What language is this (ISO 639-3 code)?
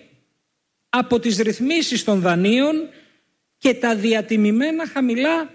ell